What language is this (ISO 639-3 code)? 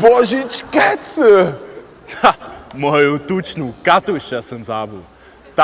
hsb